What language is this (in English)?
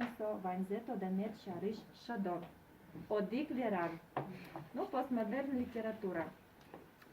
Udmurt